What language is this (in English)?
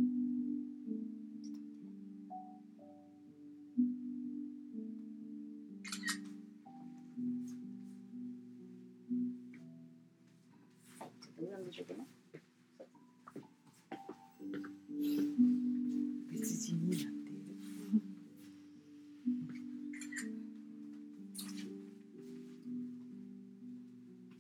Japanese